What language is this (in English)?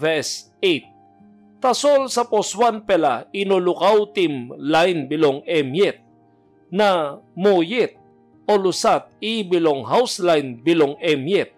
Tok Pisin